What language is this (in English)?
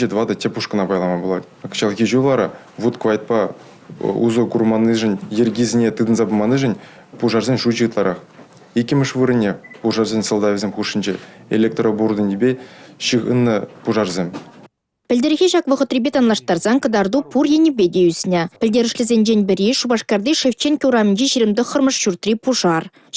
Chuvash